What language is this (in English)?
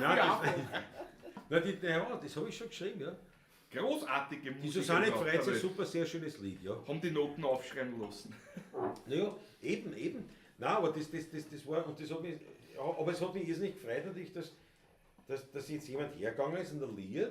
Bavarian